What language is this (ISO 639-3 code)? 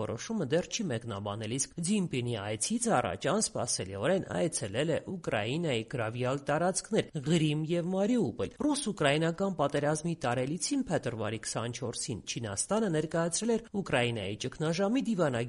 hye